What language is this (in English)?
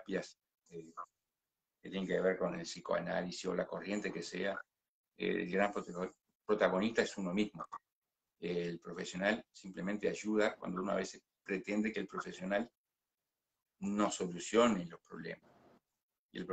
Spanish